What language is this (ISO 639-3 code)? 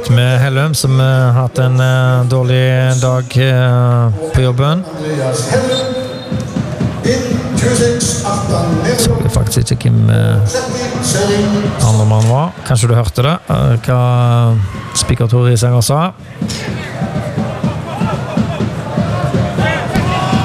nor